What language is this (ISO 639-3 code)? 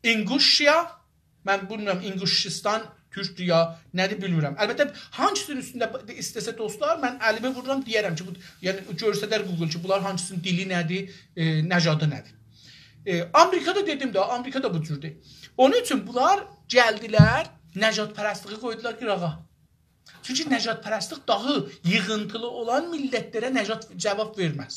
azb